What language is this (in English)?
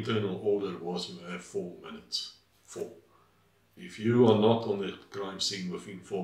English